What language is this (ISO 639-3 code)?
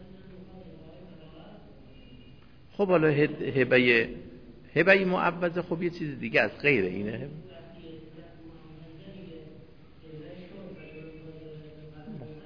fas